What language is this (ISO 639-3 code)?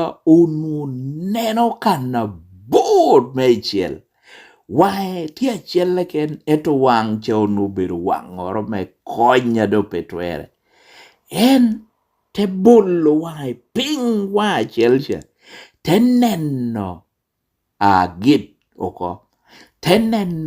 laj